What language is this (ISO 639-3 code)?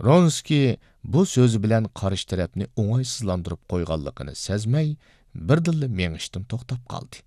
uig